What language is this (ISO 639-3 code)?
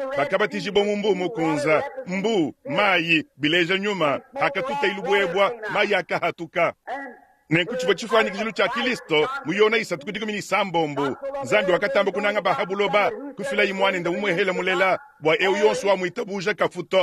lua